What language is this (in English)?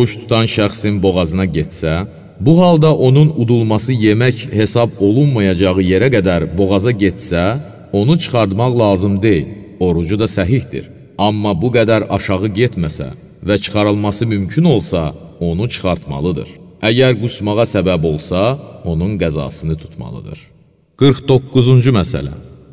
Azerbaijani